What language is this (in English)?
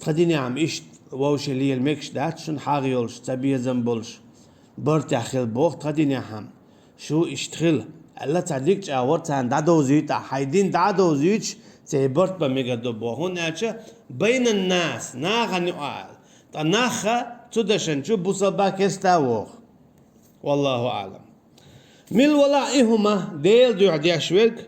Chechen